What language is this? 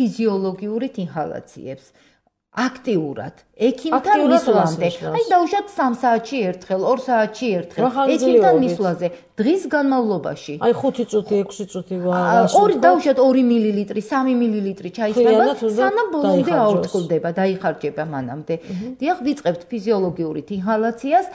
Georgian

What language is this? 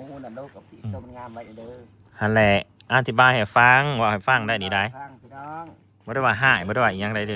Northeastern Thai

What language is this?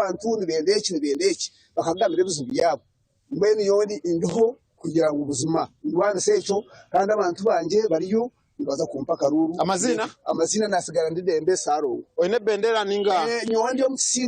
Nyankole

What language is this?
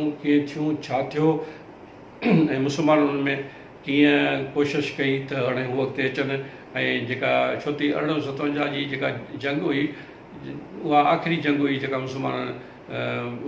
Sindhi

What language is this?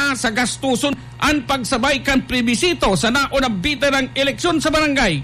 Bikol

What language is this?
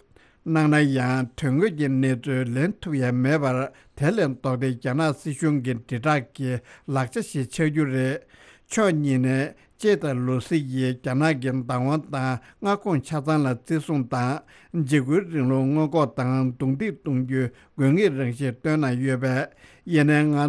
Tibetan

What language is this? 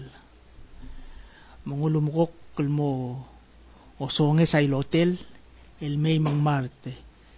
Palauan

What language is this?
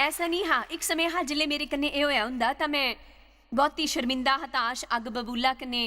Dogri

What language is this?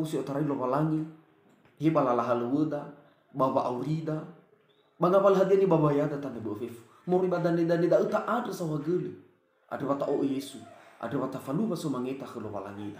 Nias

